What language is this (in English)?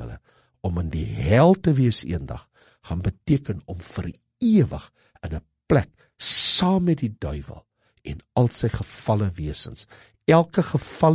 Afrikaans